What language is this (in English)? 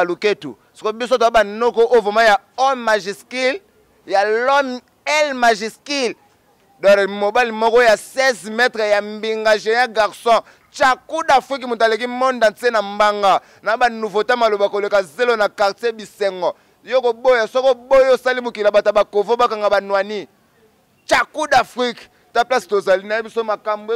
Lingala